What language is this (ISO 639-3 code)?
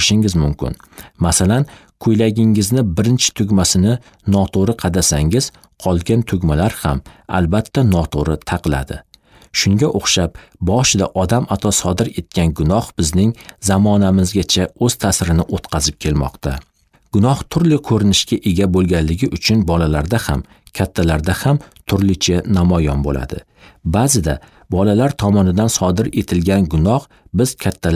uzb